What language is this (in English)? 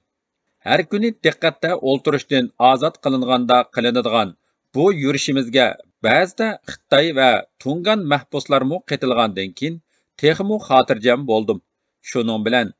Uyghur